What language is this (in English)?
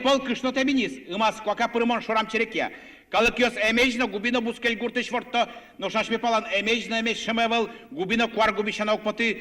Udmurt